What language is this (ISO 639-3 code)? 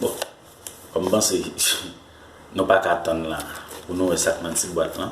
hat